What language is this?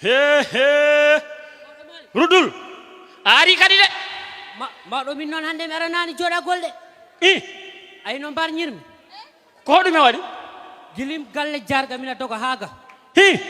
Fula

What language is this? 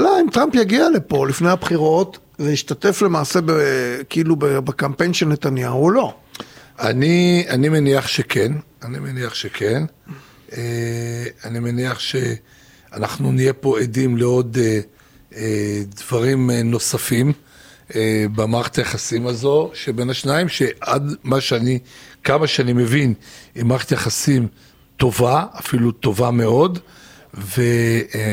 Hebrew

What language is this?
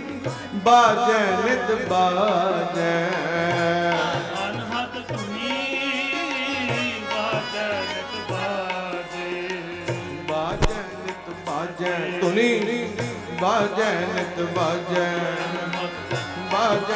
Punjabi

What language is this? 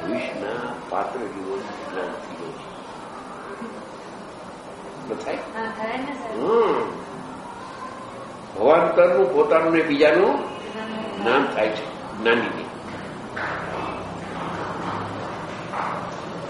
Gujarati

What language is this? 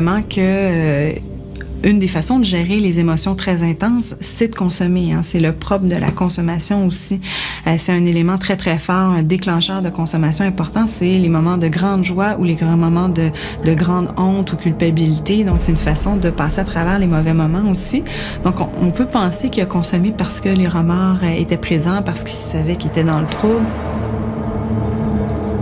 French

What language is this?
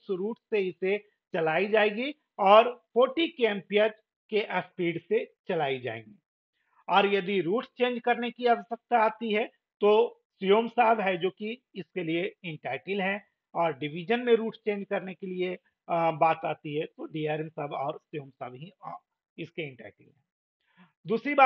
Hindi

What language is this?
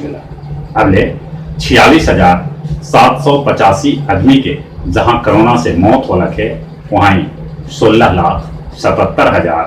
Magahi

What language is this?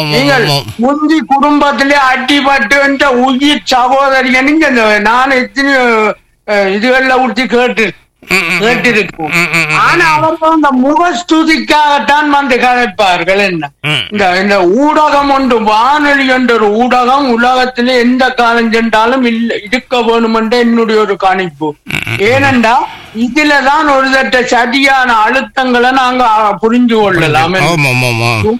Tamil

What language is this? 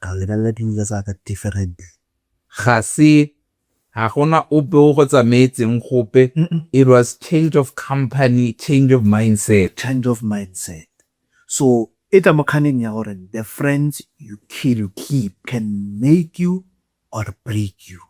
Tswana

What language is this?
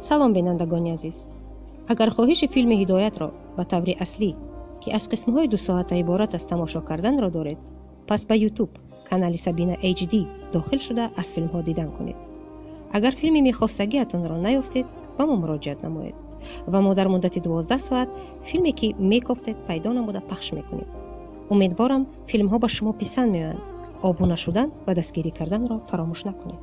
Tajik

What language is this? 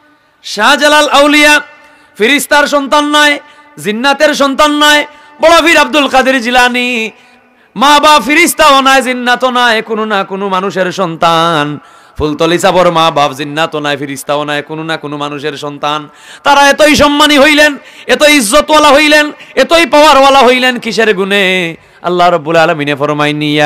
Sylheti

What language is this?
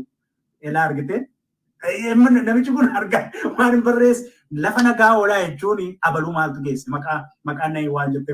Oromo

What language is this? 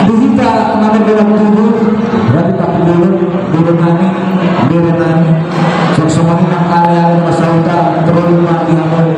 Batak Toba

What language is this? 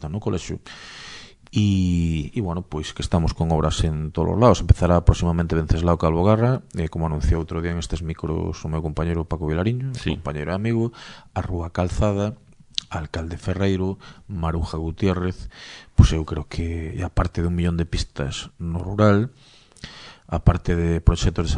Galician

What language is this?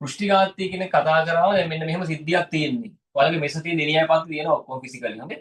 Sinhala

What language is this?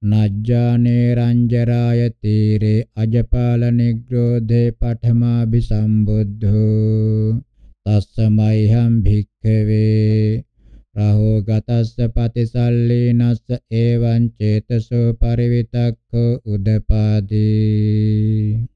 Pali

